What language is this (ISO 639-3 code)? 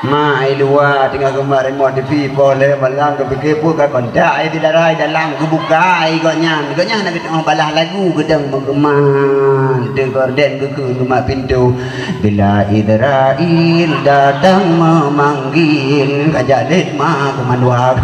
ace